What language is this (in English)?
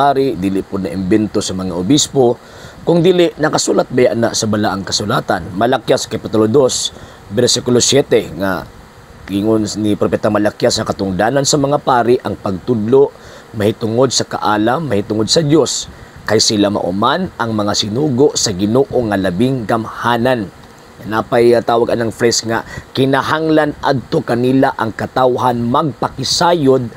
Cebuano